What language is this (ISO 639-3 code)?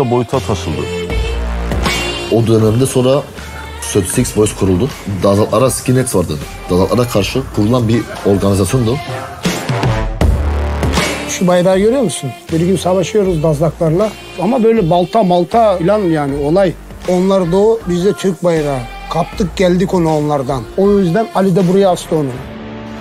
tur